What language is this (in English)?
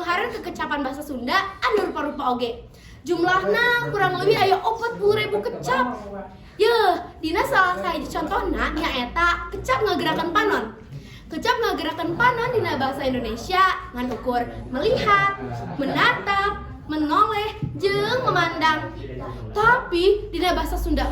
Sundanese